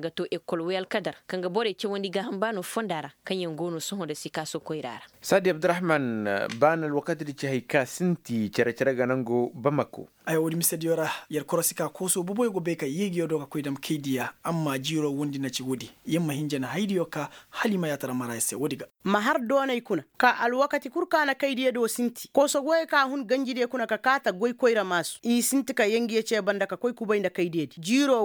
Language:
Koyraboro Senni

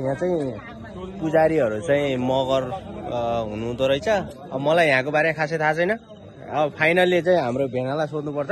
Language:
Nepali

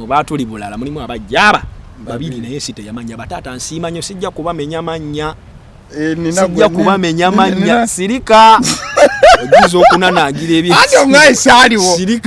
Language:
Ganda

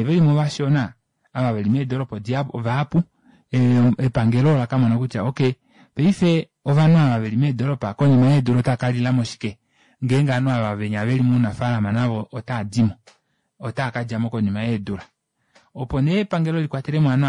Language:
Kuanyama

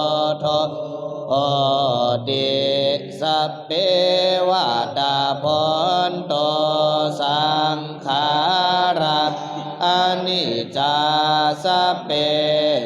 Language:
Pali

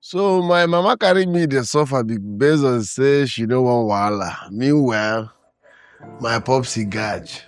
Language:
Nigerian Pidgin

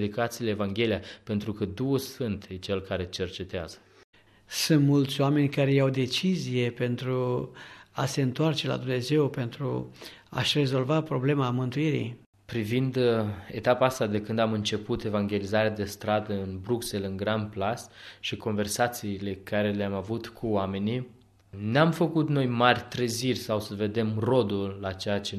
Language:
Romanian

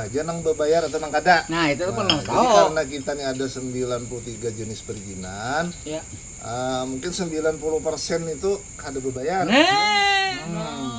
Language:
Banjar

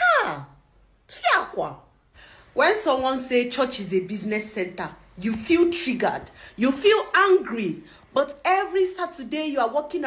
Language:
Nigerian Pidgin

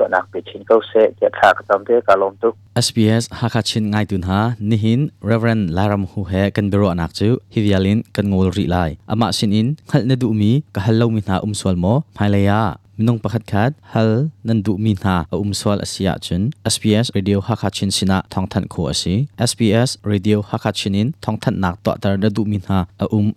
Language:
Hakha Chin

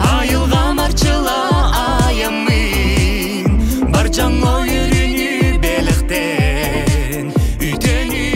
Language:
Yakut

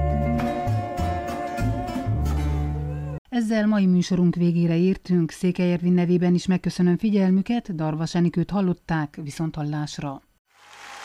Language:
Hungarian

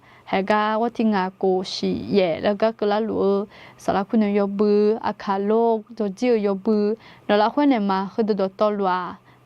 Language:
Akha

